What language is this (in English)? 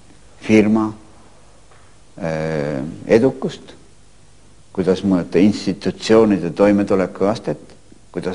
Estonian